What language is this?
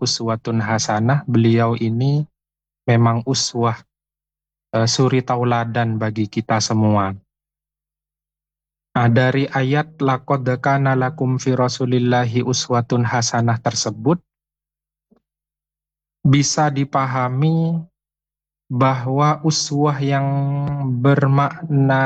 Indonesian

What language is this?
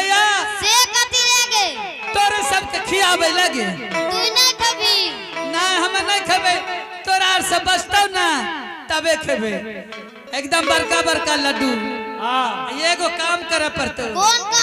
Angika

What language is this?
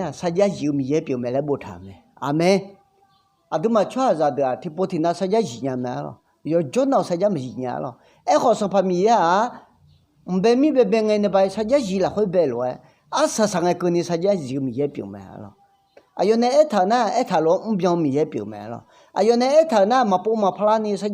Akha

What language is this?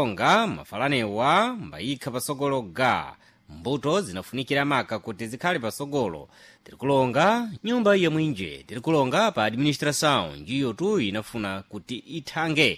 Sena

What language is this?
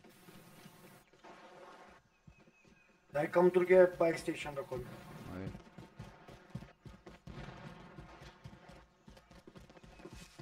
Bulgarian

